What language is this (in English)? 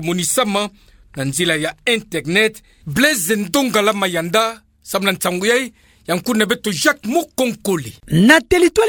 Kituba (Democratic Republic of Congo)